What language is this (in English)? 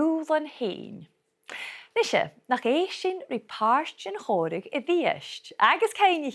Scottish Gaelic